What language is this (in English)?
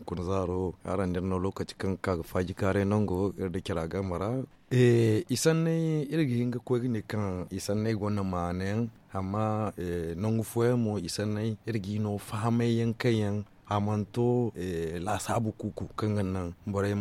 Zarma